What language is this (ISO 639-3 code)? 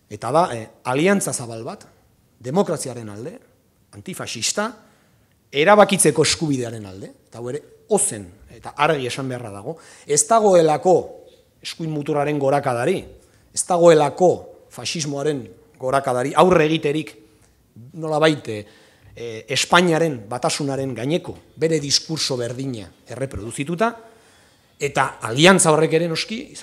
eus